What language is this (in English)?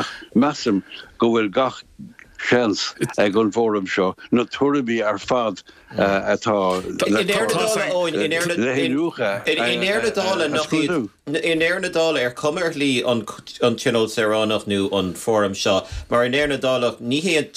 Irish